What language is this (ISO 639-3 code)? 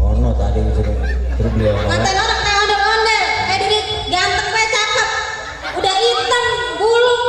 bew